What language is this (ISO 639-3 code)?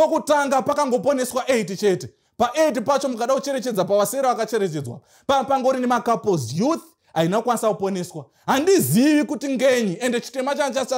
sna